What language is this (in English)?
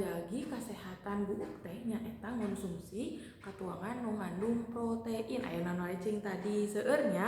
Sundanese